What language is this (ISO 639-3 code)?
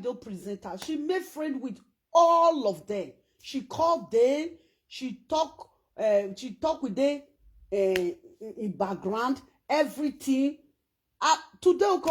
pcm